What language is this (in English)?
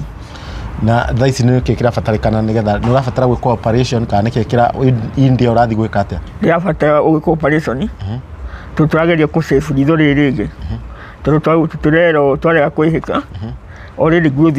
Kikuyu